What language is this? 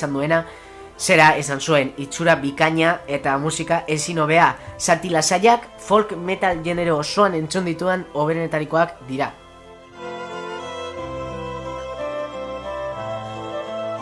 Basque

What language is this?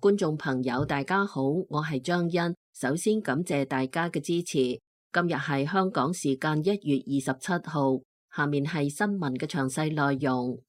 Cantonese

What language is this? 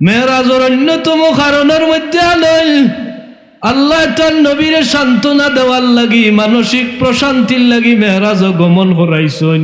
Sylheti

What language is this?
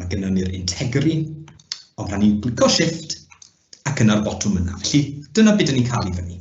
Welsh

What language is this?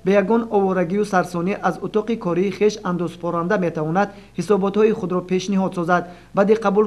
Tajik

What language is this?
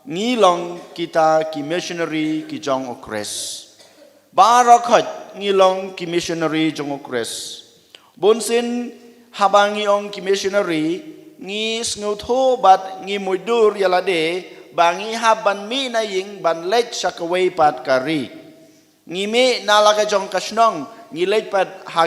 Khasi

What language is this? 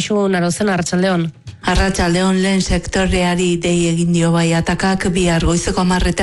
Basque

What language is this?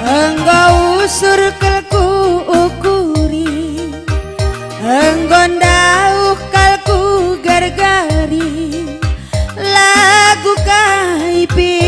Batak Karo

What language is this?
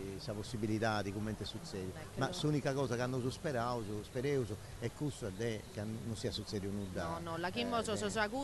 Sardinian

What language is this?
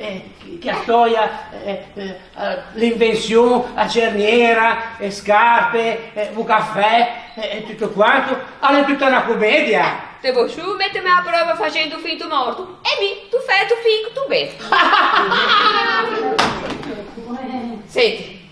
Ligurian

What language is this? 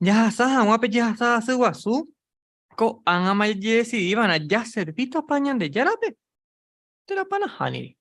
Guarani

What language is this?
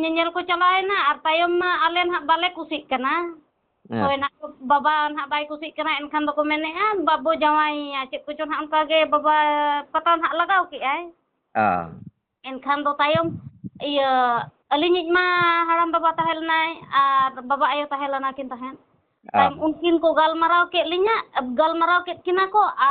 Santali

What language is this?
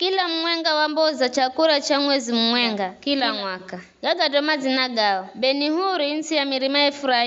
Giryama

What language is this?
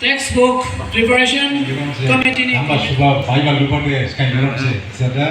Dimasa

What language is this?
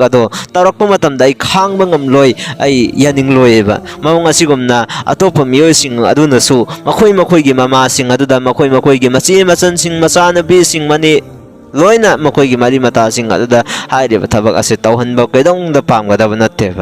Manipuri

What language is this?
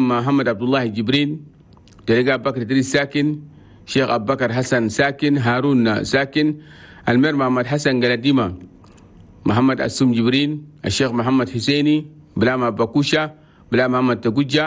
Chadian Arabic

